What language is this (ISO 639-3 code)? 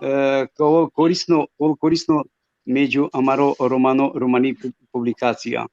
rmn